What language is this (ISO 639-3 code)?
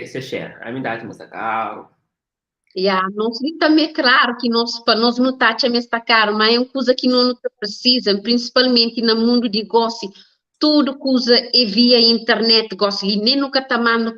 kea